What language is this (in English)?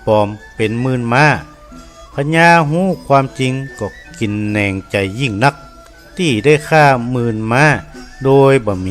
Northern Thai